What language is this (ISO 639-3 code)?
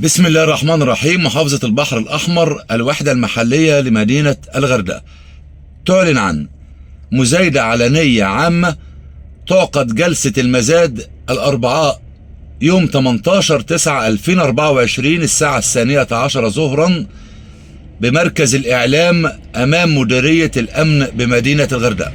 arz